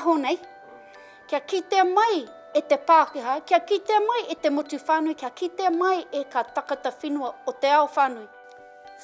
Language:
Māori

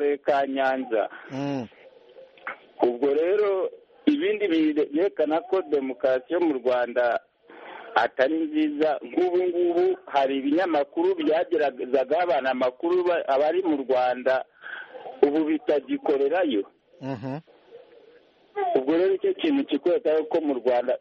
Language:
Kinyarwanda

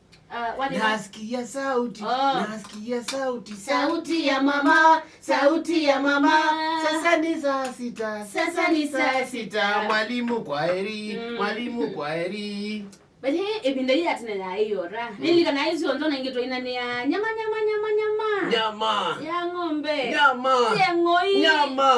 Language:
Kamba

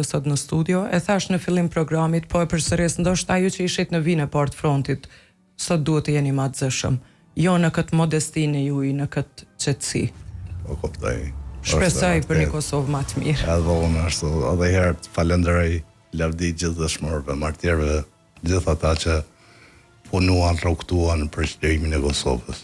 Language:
Albanian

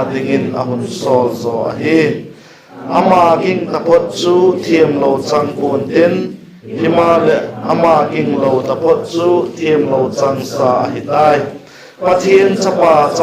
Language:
Vaiphei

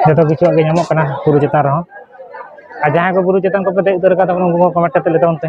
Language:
Santali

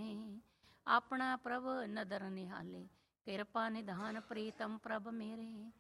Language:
Punjabi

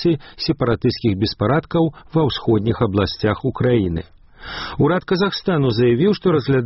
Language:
Belarusian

